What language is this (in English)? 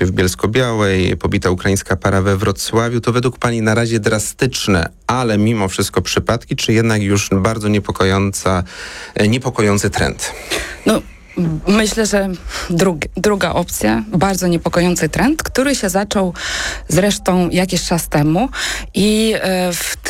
Polish